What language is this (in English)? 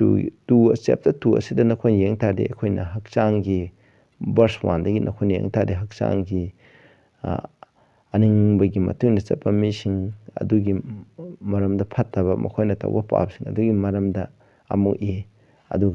Manipuri